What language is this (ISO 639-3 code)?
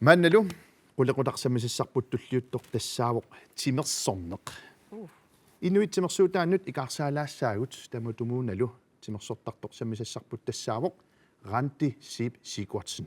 kal